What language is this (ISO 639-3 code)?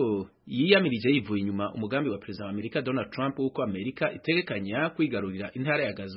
kin